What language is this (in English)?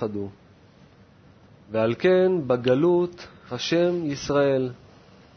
Hebrew